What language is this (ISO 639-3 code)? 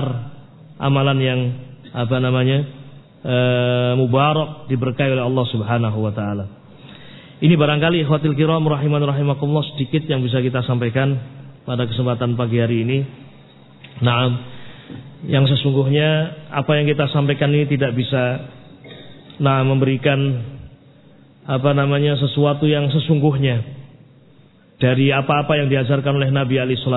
ind